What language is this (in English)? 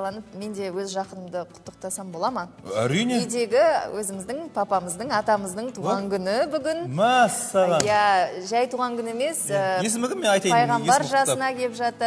Kazakh